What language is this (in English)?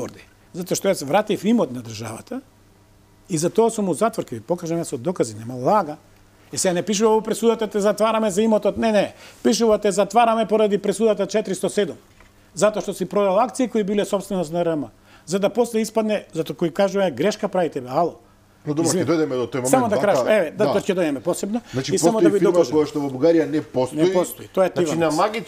Macedonian